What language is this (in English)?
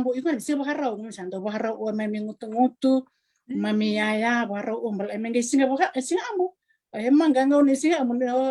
Fijian